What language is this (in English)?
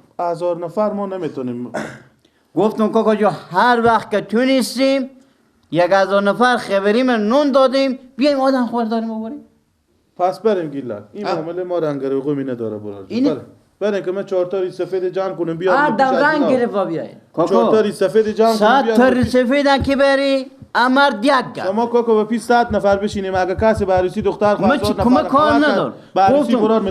Persian